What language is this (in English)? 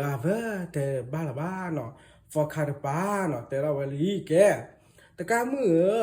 S'gaw Karen